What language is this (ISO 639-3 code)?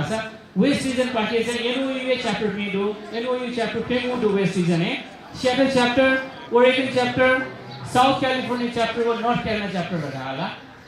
new